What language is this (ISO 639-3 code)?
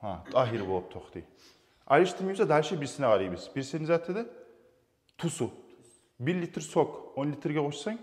kum